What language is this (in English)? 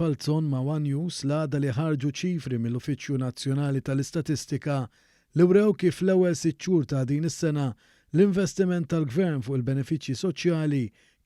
Maltese